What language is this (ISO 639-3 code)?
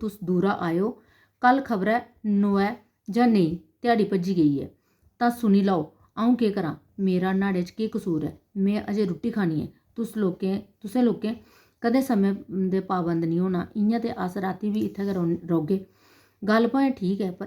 doi